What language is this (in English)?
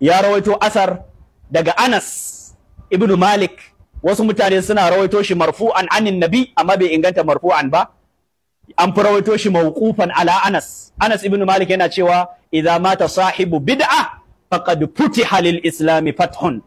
Hausa